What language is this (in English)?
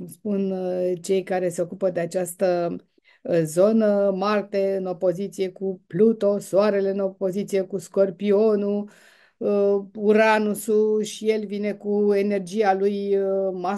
Romanian